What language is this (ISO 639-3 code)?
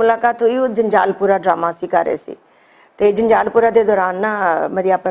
lah